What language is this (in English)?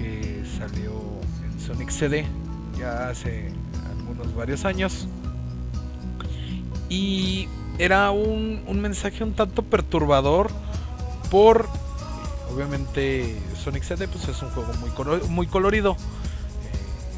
Spanish